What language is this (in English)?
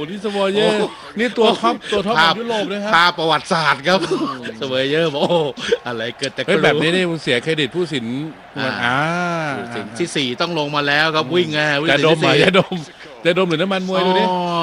Thai